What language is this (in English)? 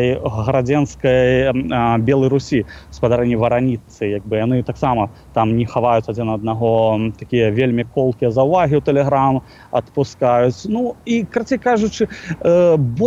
Belarusian